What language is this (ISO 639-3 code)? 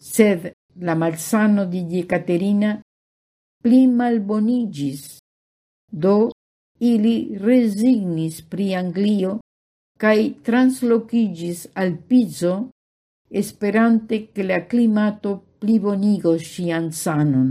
epo